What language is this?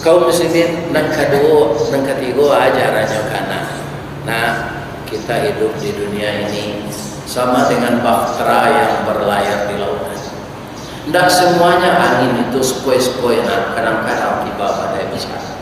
Minangkabau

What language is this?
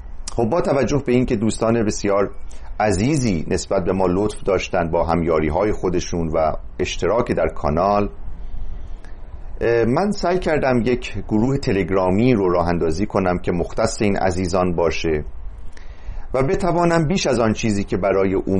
Persian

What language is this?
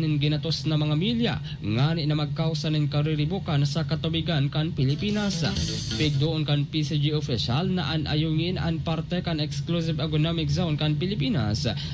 Bikol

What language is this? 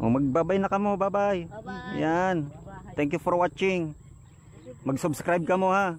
Bikol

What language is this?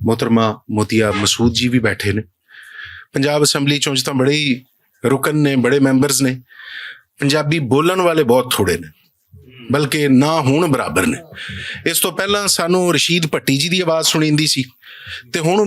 Western Panjabi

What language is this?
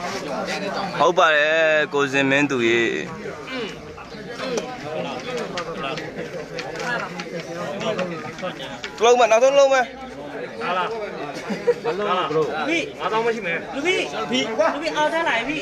Burmese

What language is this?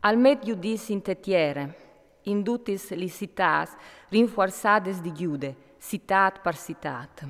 Friulian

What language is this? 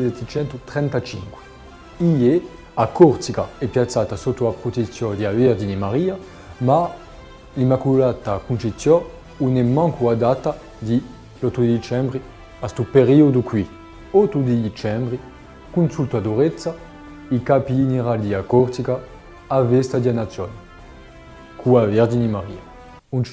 Corsican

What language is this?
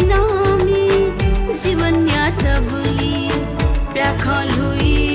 Newari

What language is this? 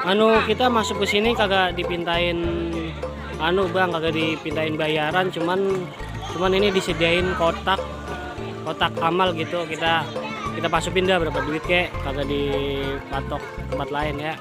Betawi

